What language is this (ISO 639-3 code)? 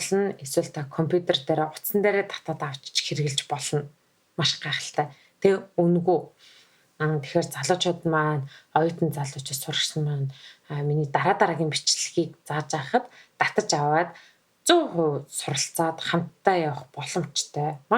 mon